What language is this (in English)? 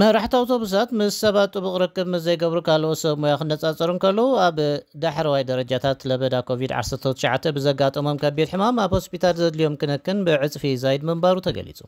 Tigrinya